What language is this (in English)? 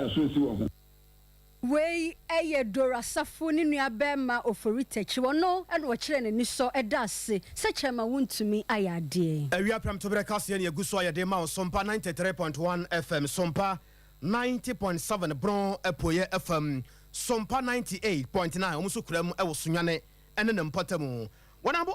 Akan